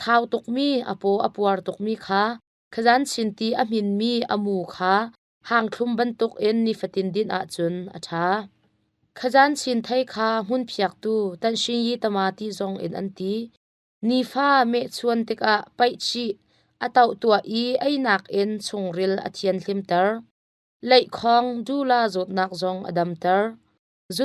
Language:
Hakha Chin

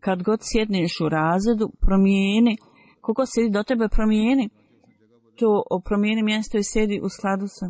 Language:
Bosnian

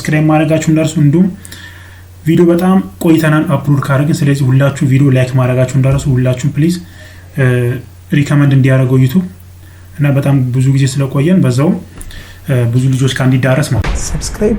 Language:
Amharic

